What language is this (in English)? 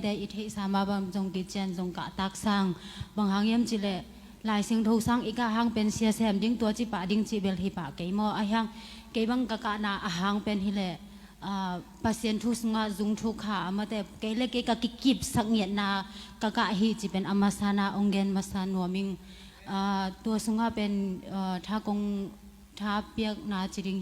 Tedim Chin